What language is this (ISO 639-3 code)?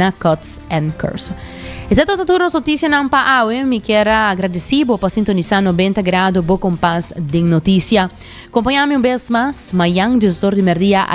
pap